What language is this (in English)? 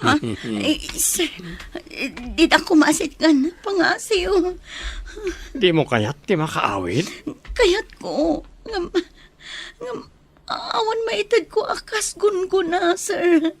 Iloko